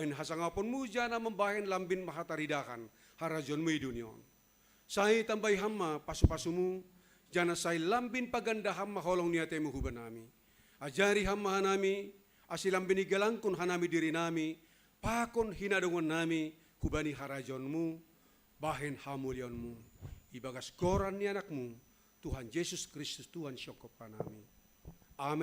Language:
Batak Simalungun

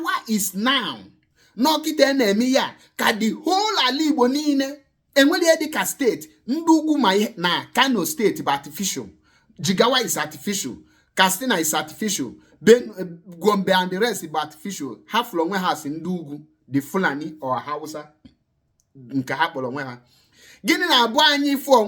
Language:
Igbo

